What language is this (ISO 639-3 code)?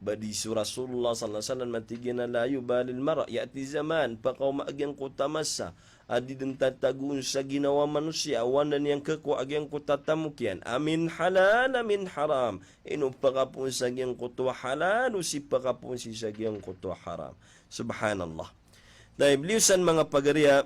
mrw